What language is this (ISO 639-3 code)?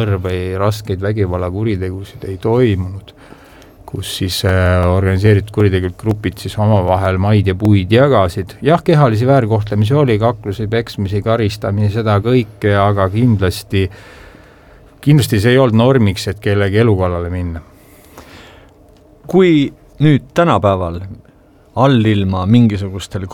est